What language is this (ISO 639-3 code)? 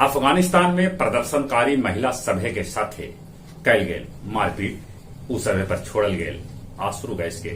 mag